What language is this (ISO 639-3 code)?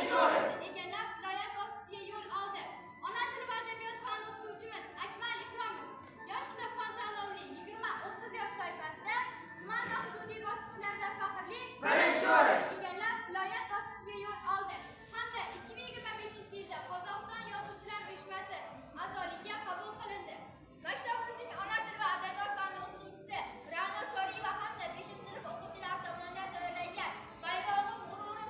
uzb